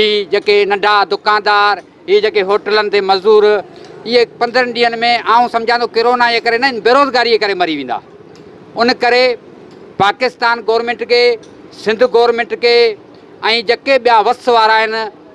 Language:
Sindhi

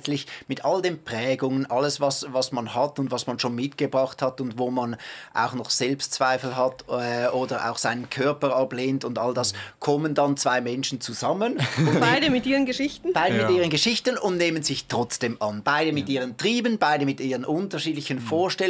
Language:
Swiss German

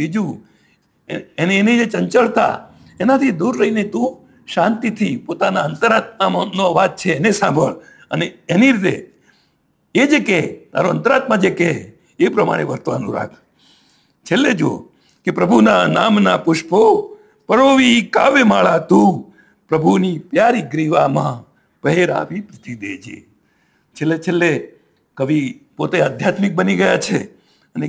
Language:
Gujarati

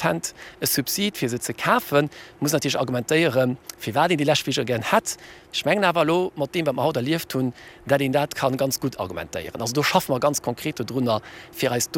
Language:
Luxembourgish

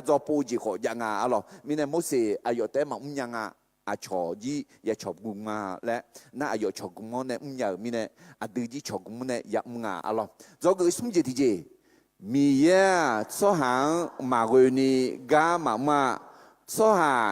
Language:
Akha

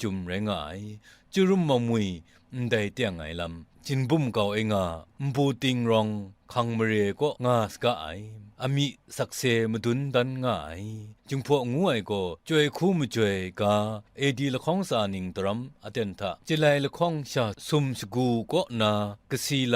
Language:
Kachin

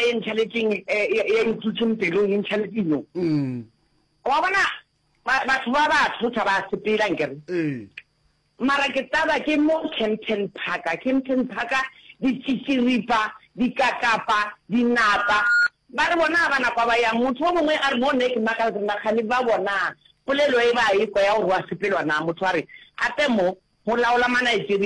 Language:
Northern Sotho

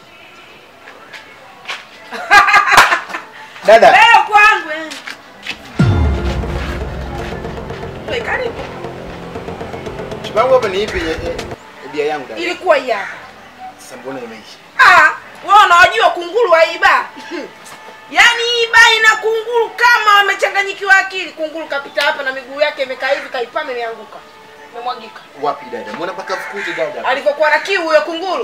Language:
Swahili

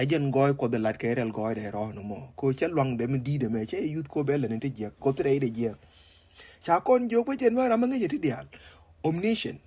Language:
Nuer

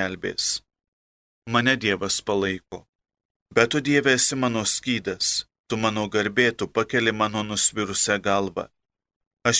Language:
Lithuanian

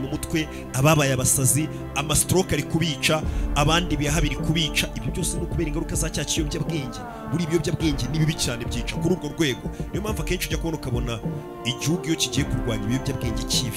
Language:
Kinyarwanda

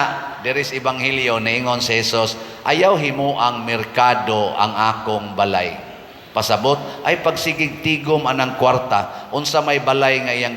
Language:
Cebuano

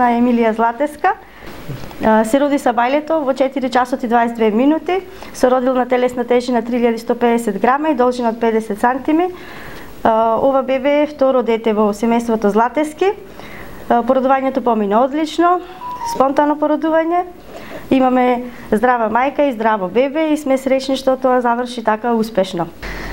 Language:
Macedonian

